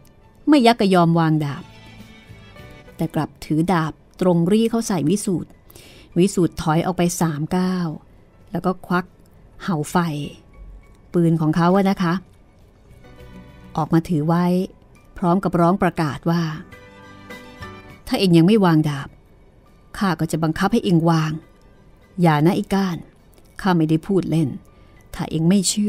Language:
Thai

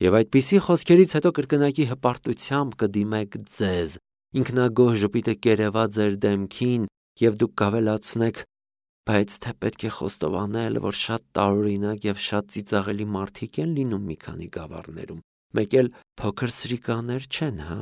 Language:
Armenian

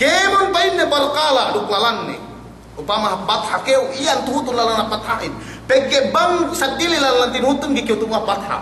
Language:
Yakan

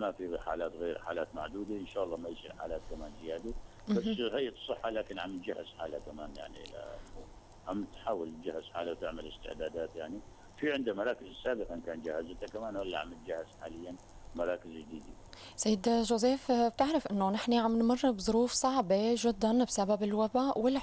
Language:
North Levantine Arabic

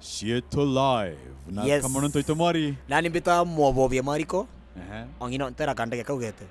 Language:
Meru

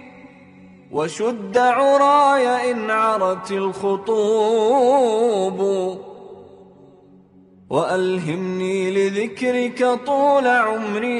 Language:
Arabic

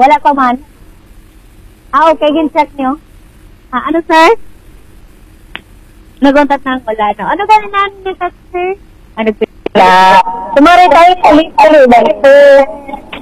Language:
Hiligaynon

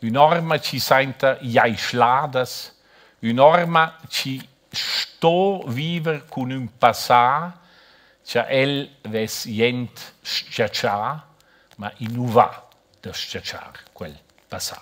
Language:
Romansh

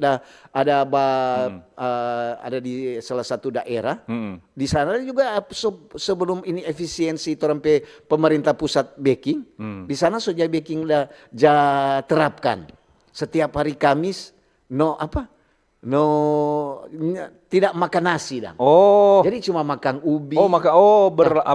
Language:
Manado Malay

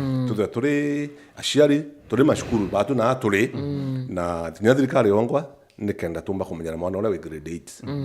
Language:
Meru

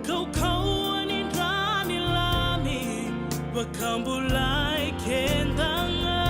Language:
Fijian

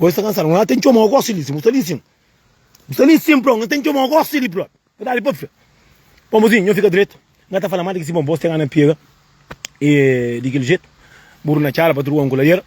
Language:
Kabuverdianu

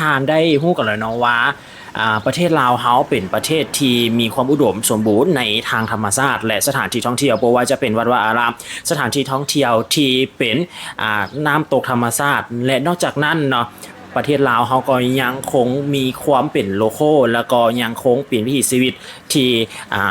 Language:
Lao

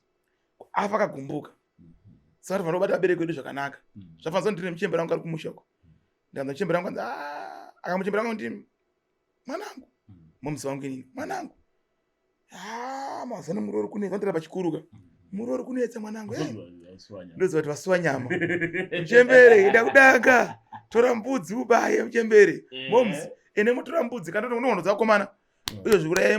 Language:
Shona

